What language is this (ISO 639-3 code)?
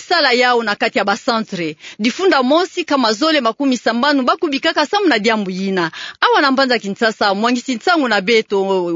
ktu